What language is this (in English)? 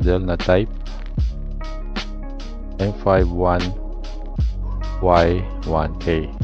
Filipino